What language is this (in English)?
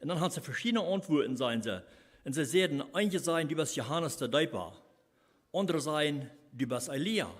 Plautdietsch